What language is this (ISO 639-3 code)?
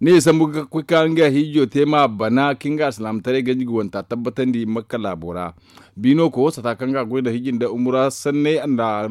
dje